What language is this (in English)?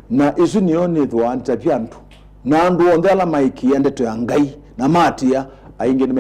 Kamba